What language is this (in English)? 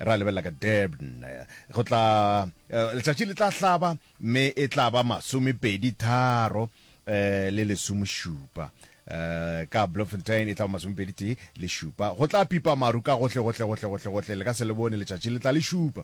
Northern Sotho